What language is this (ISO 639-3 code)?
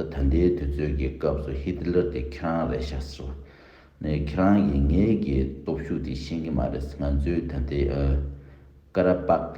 bod